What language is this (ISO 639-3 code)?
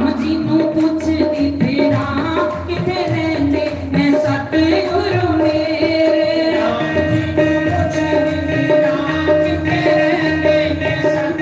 doi